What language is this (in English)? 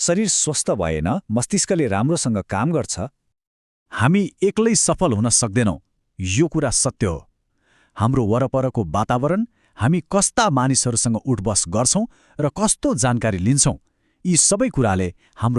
Nepali